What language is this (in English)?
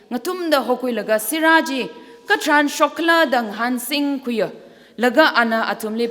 Tangkhul Naga (India)